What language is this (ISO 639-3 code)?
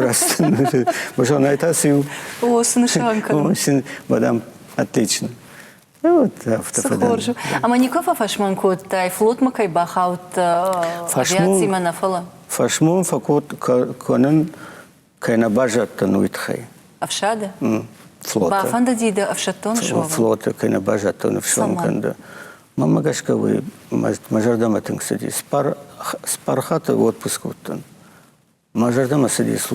oss